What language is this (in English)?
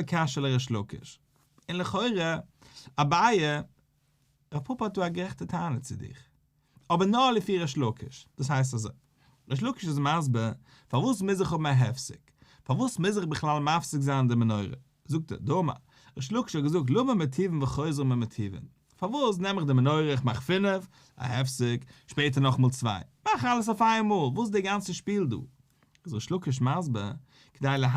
Yiddish